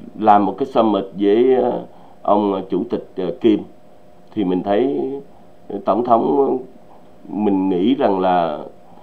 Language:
Vietnamese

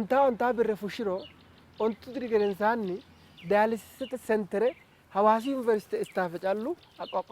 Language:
Sidamo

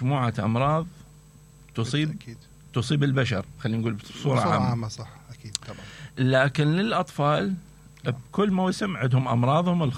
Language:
Mesopotamian Arabic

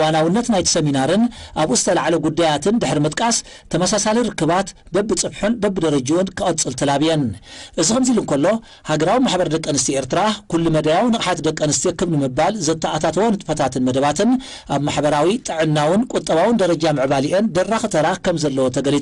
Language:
Tigrinya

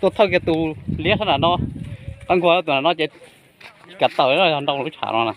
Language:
Hmong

